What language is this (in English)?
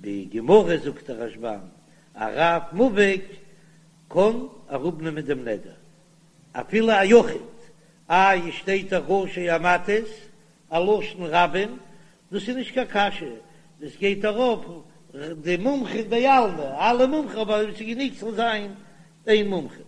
Yiddish